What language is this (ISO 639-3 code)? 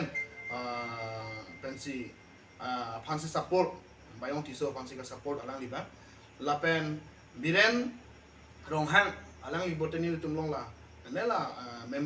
mjw